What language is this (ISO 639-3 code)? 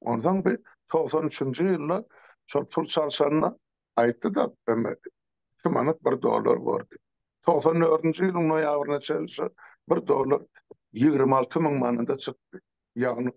tuk